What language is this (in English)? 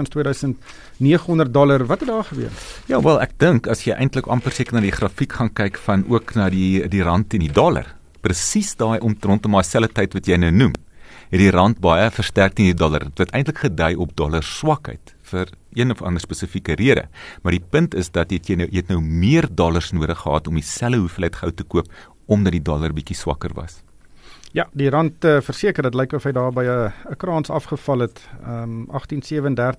Afrikaans